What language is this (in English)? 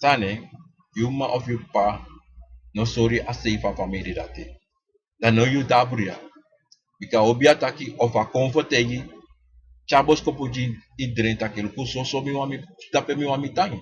Sranan Tongo